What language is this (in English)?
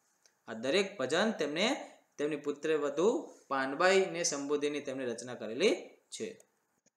Gujarati